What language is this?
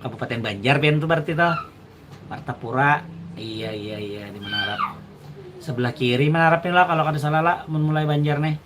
Banjar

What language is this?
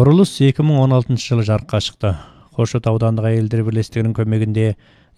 Kazakh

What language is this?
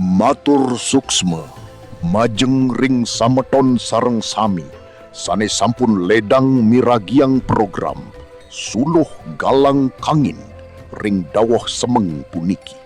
Balinese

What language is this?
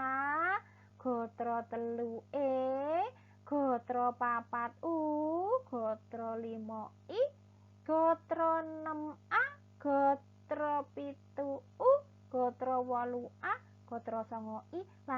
Javanese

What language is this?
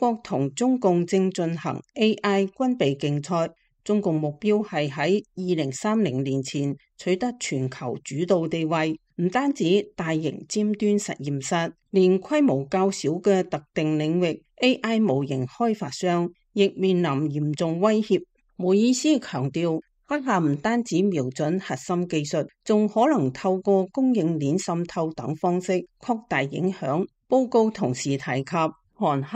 Cantonese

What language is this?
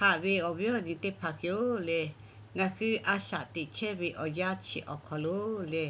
Lahu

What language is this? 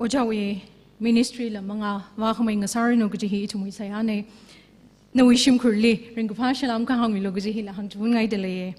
Tangkhul Naga (India)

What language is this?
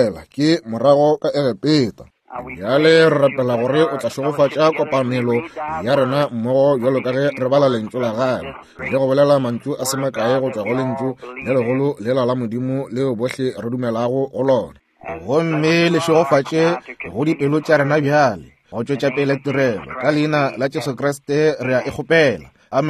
Northern Sotho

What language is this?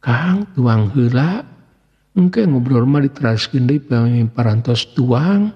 Sundanese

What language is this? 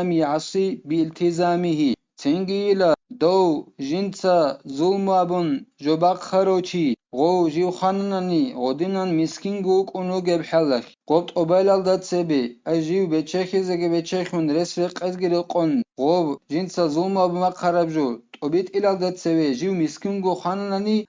Avaric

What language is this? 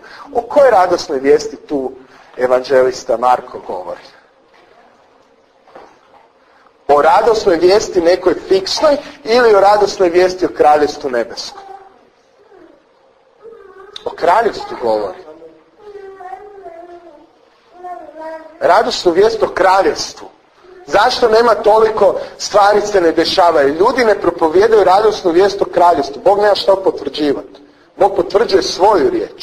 Croatian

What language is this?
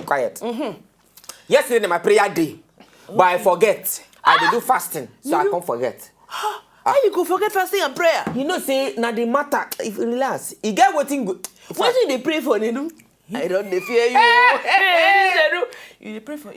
Nigerian Pidgin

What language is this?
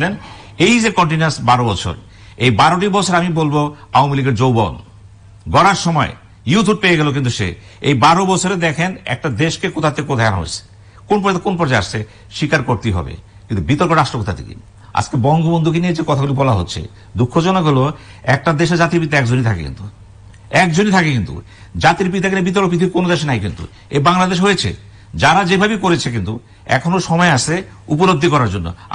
Bangla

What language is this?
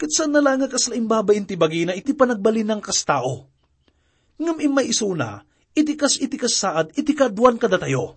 Iloko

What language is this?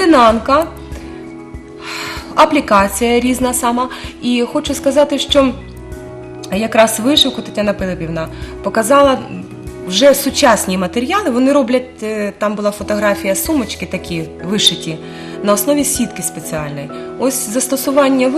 Ukrainian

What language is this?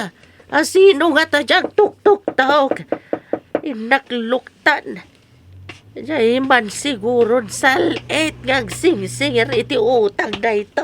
Iloko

